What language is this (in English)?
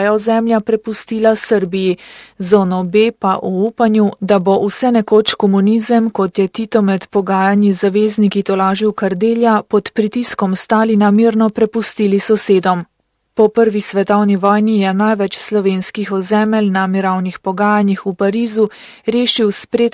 Slovenian